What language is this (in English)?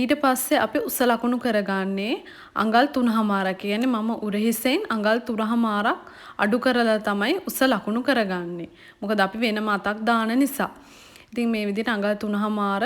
Sinhala